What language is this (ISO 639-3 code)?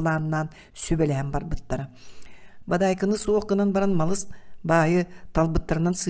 sah